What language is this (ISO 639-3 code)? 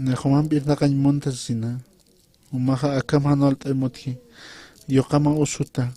aym